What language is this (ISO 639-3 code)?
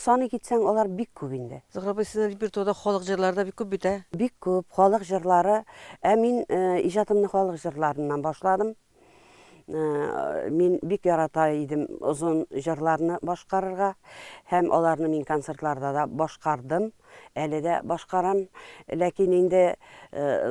tat